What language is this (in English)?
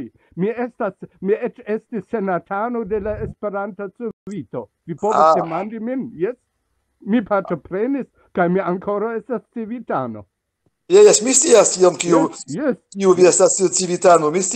Esperanto